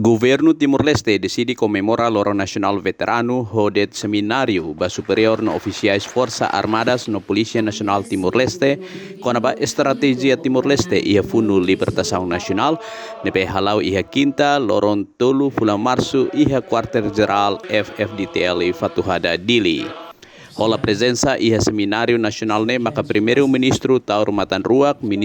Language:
Tetum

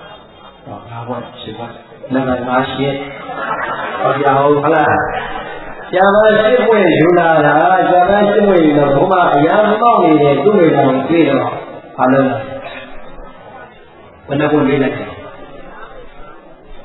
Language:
Burmese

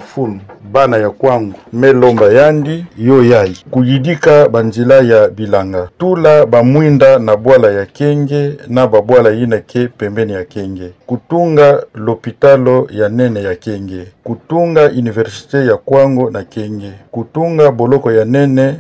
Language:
Kituba (Democratic Republic of Congo)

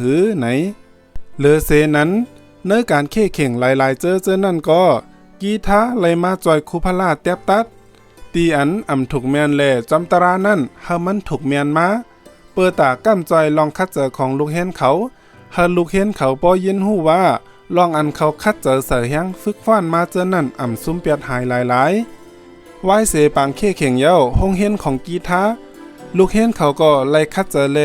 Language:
Shan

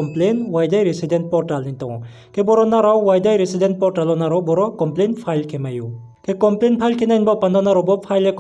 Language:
Riang (India)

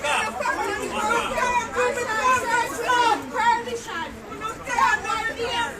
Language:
Jamaican Creole English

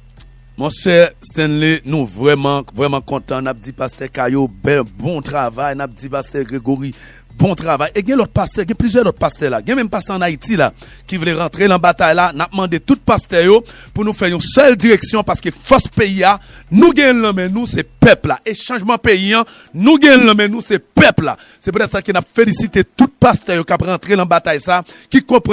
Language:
Haitian Creole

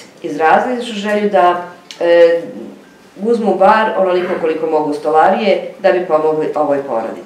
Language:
Bosnian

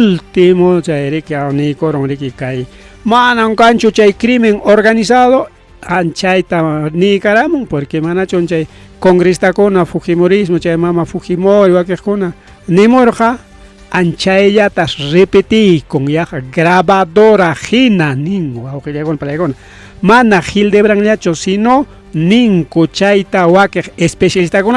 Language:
Ayacucho Quechua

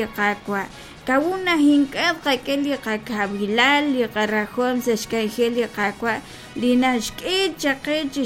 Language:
Kekchí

